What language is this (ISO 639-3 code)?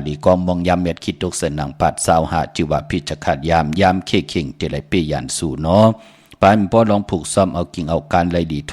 shn